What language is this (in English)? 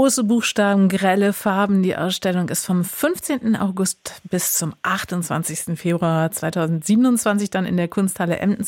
German